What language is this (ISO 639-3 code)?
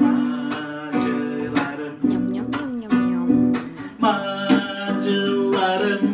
tyv